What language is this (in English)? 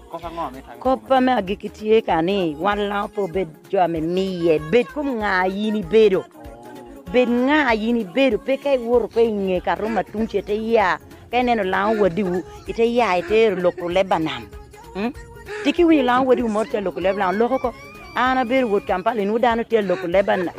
Lango (Uganda)